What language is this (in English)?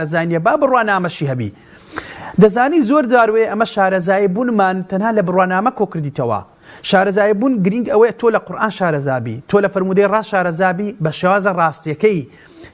Central Kurdish